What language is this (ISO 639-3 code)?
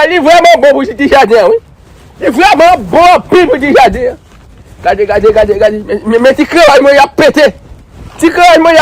hat